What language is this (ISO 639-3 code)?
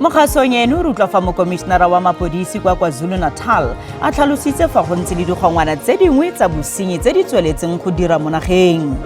tsn